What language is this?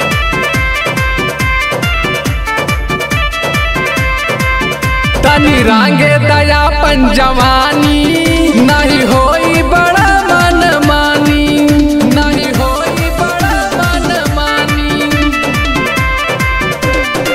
Bhojpuri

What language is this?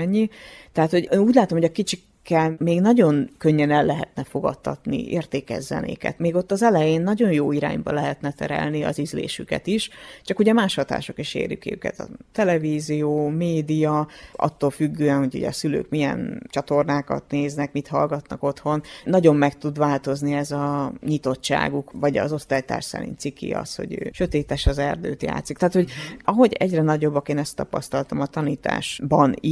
Hungarian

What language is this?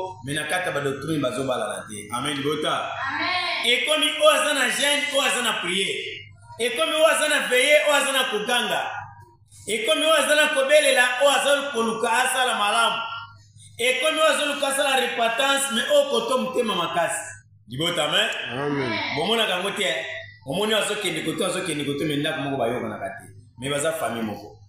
Lingala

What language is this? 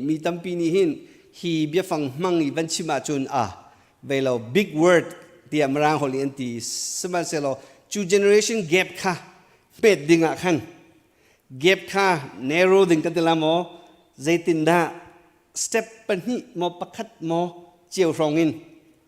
Hakha Chin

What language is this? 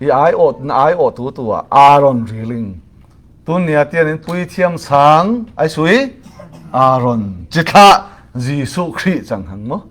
Falam Chin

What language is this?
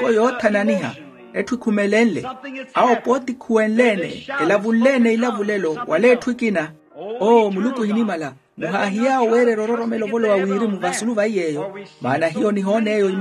Makhuwa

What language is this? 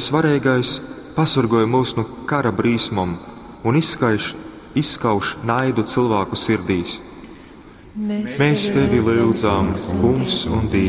Latgalian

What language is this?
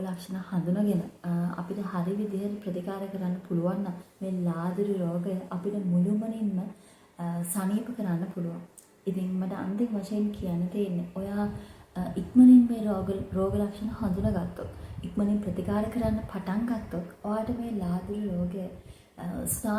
Sinhala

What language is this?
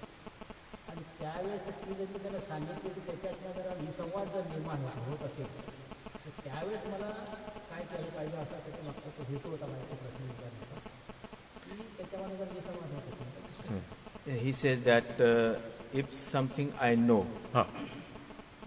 Marathi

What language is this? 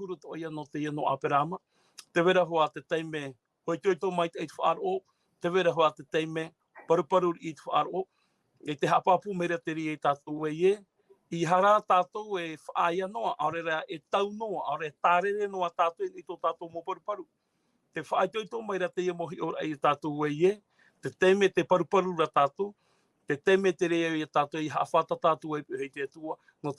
Tahitian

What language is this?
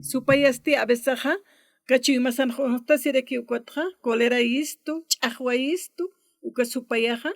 Aymara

